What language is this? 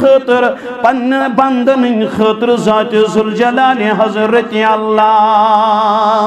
Kashmiri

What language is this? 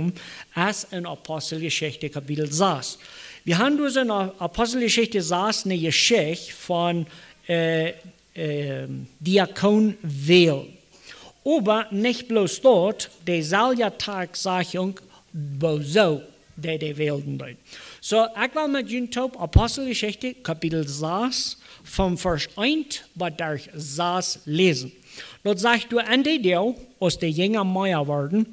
Plautdietsch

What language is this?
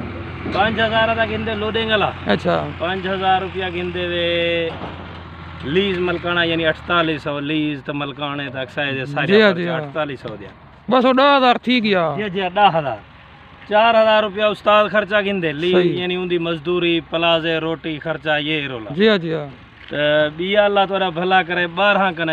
Saraiki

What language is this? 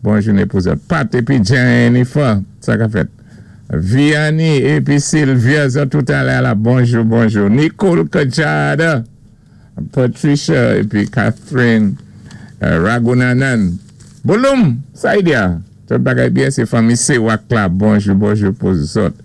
Saint Lucian Creole French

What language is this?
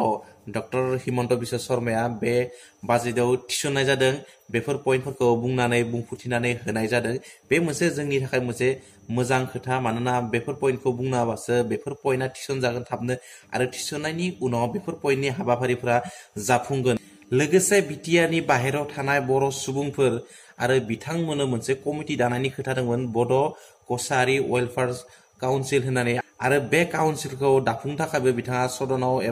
Bodo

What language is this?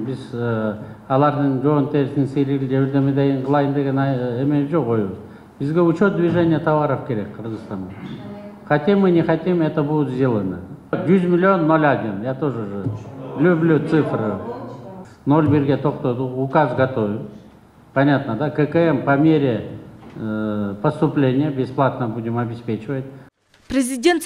Kyrgyz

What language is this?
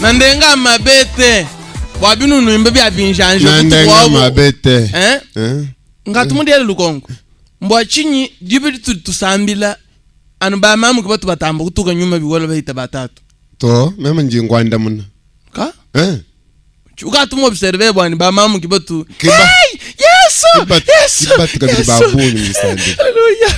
Luba-Lulua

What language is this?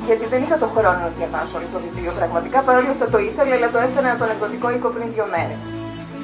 Greek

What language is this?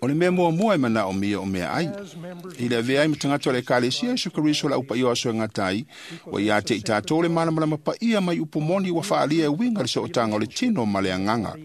Samoan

